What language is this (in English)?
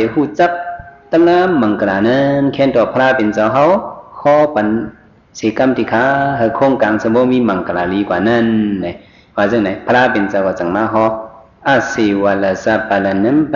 Shan